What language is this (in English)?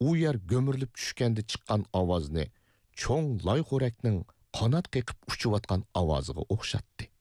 Uyghur